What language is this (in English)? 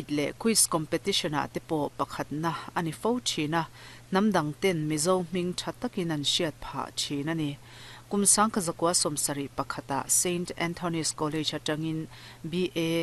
Mizo